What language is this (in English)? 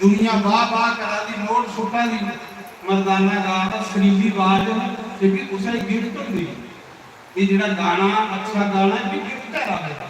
Dogri